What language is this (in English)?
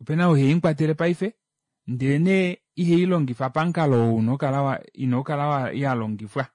Kuanyama